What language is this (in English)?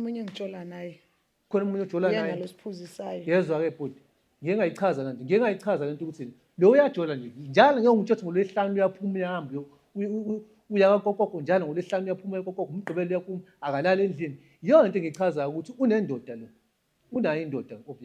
Zulu